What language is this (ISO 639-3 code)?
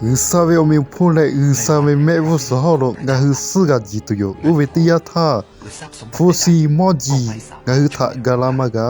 lhu